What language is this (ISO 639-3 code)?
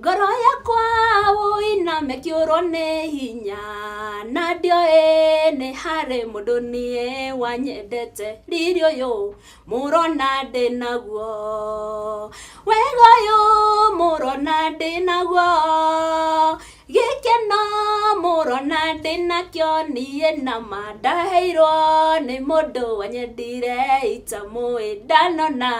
kik